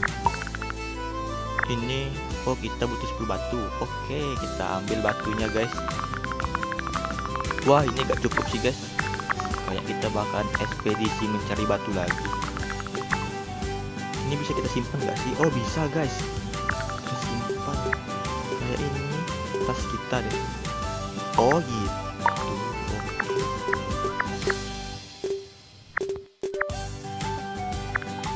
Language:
Indonesian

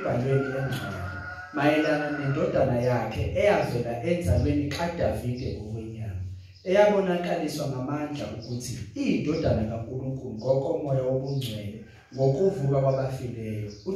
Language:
Zulu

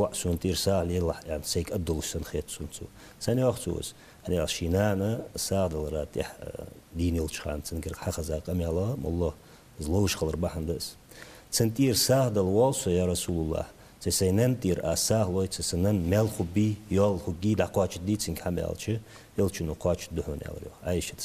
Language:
Ingush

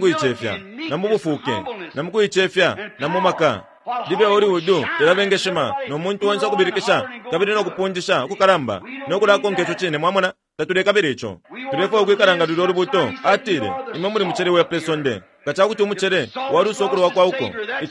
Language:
Bemba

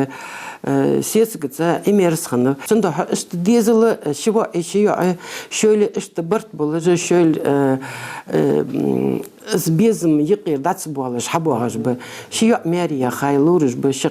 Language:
Ingush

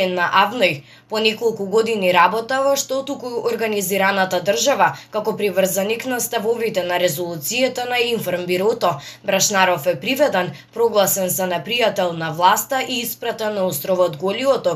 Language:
Macedonian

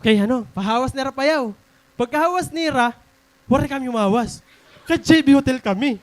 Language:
Waray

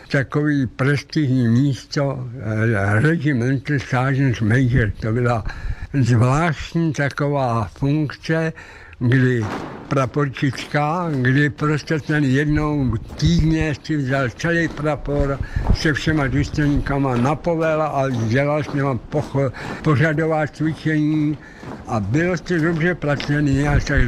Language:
Czech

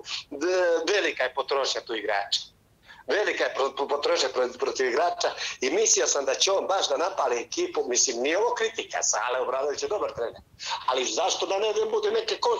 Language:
Serbian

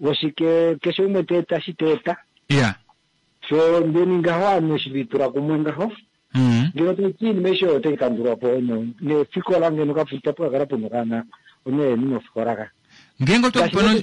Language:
Kuanyama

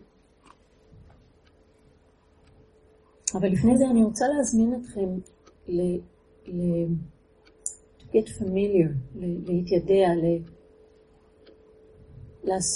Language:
Hebrew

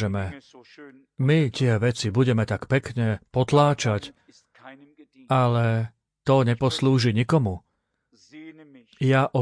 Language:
Slovak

